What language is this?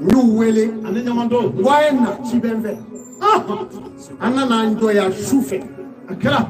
Bambara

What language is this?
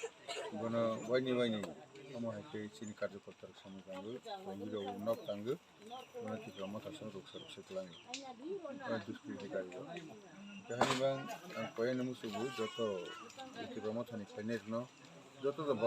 Kok Borok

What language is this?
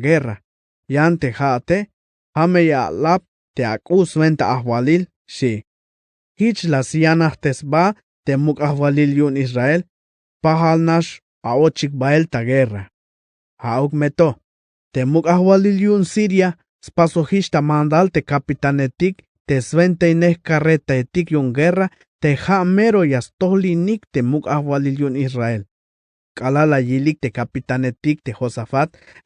Tzeltal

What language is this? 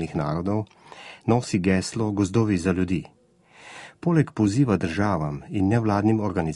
Slovenian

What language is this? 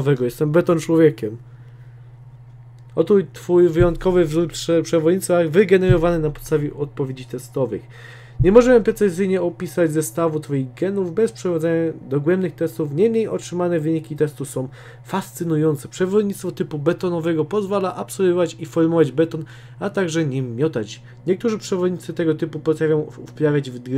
Polish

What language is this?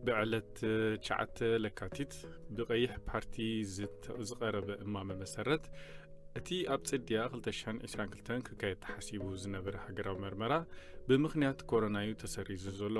Tigrinya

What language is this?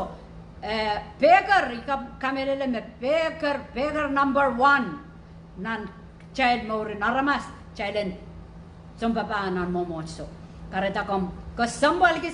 Pohnpeian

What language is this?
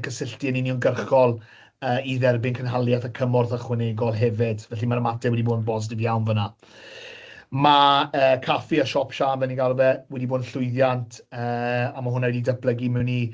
Welsh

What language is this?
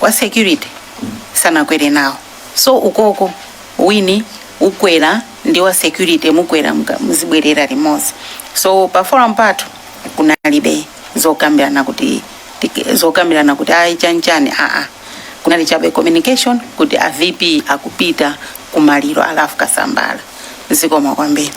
Nyanja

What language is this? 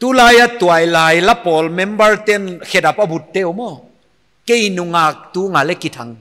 Paite Chin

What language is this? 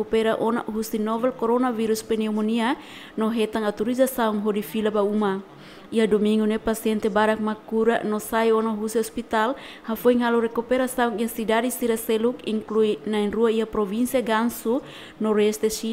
Tetum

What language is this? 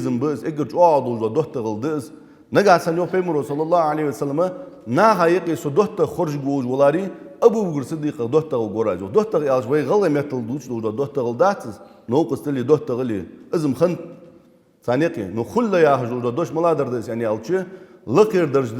Ingush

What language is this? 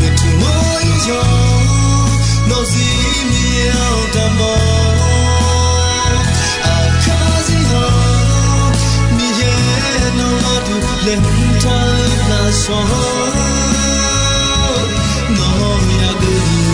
Akha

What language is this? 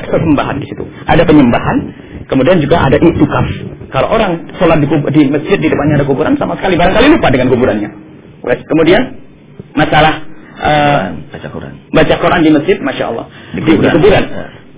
Indonesian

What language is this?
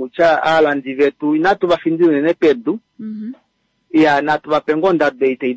Kuanyama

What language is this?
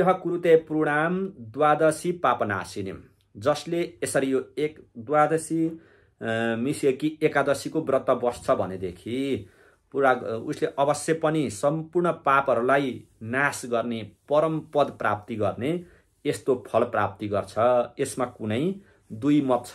Nepali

